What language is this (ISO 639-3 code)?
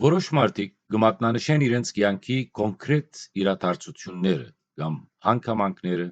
hyw